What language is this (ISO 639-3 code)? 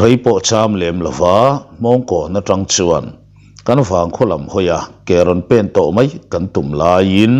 lus